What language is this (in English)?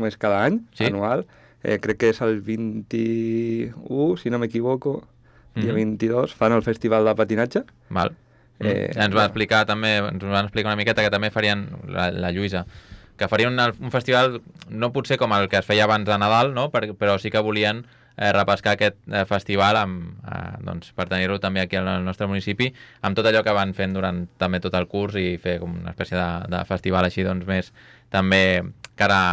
Catalan